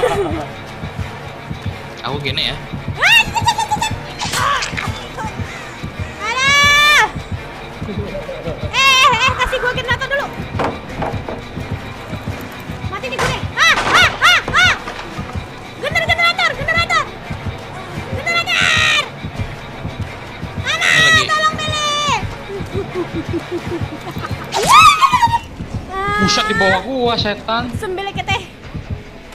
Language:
Indonesian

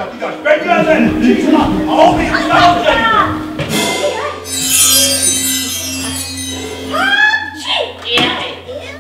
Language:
Slovak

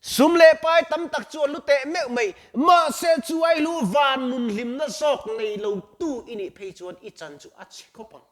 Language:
Mizo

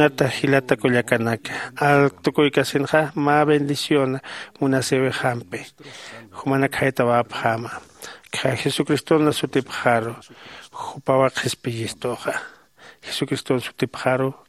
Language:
Aymara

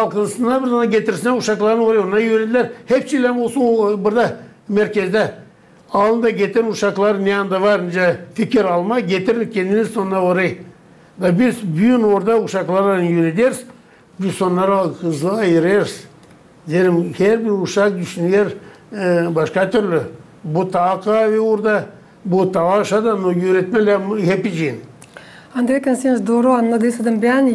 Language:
Gagauz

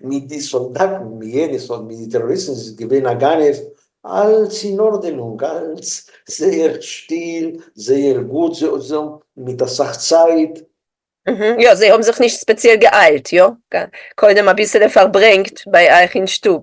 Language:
Yiddish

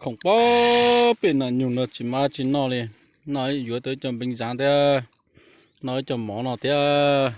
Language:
Hmong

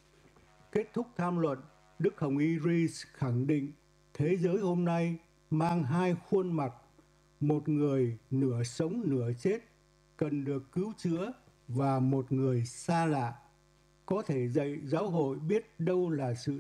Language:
Vietnamese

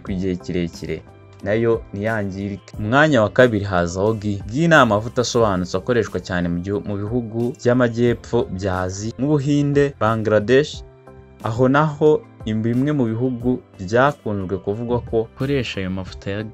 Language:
Kinyarwanda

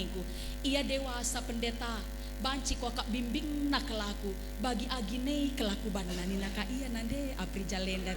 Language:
Batak Karo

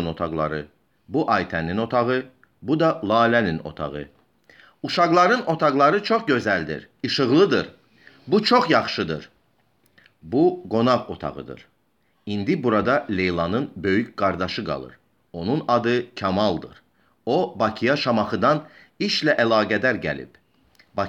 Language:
Azerbaijani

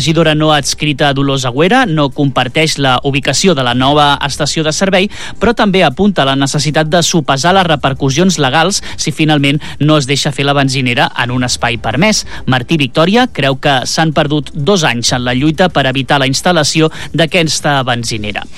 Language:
Catalan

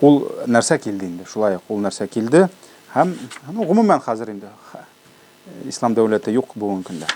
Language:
Tatar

